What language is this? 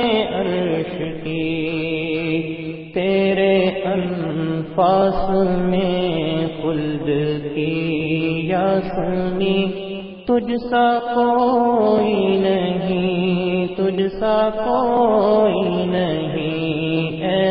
Urdu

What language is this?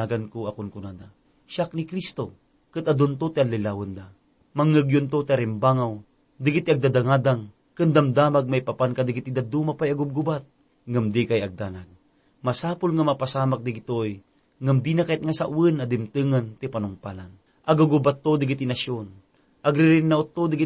Iloko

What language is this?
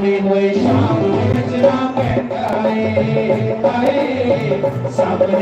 Dogri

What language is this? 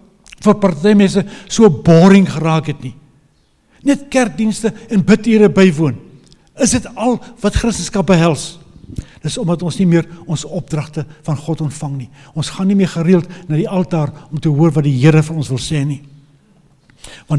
Afrikaans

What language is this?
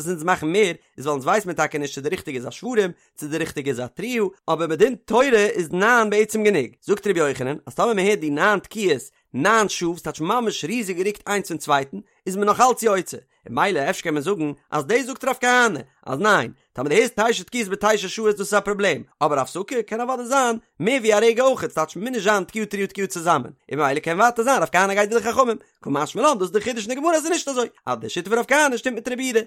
Yiddish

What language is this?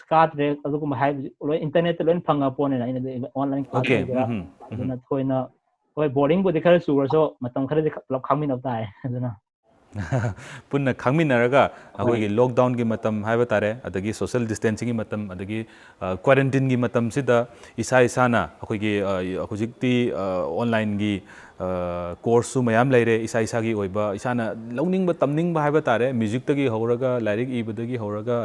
Manipuri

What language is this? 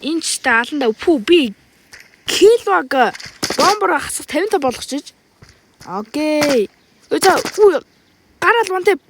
Mongolian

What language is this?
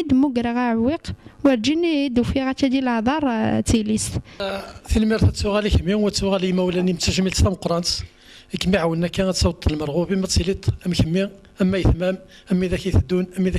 Kabyle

